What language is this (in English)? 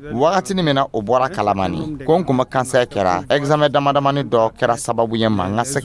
Dyula